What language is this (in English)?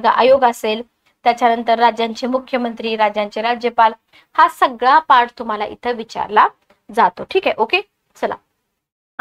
Marathi